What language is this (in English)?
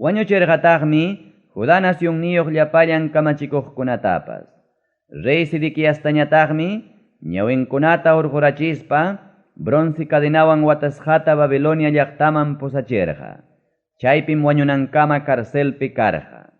Ayacucho Quechua